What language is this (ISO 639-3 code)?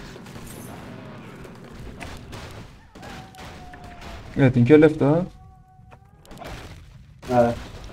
fas